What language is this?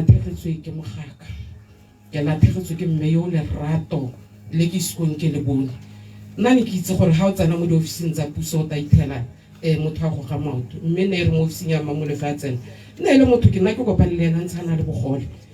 Tswana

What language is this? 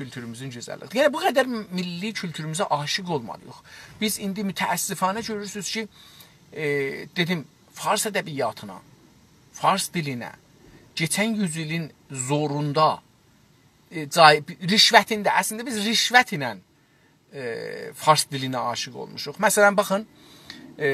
South Azerbaijani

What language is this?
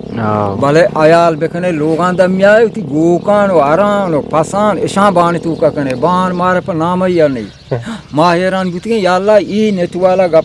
Eastern Balochi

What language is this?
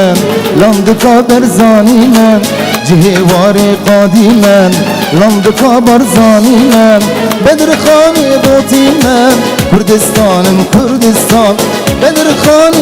Kurdish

